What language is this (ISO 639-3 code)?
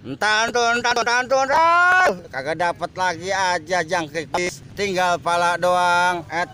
bew